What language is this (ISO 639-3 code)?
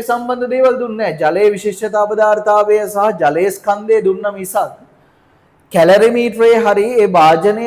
sin